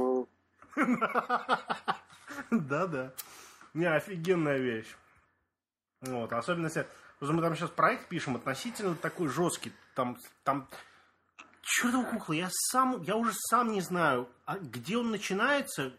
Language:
Russian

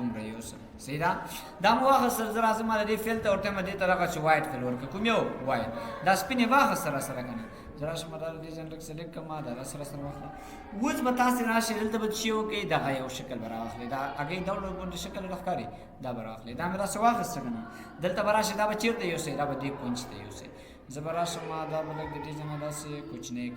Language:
Pashto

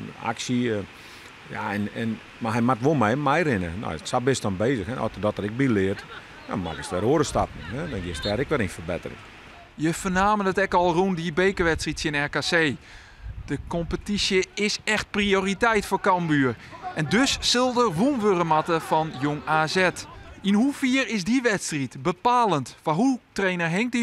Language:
Western Frisian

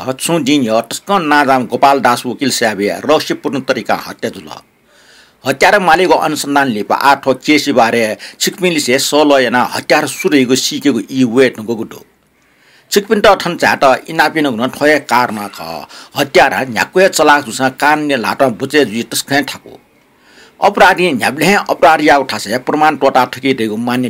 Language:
Newari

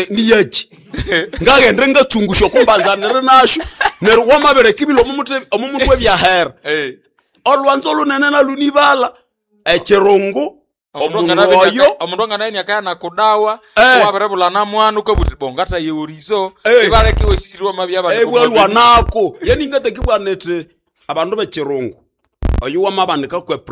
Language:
Nande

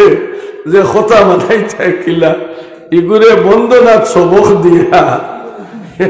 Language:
Sylheti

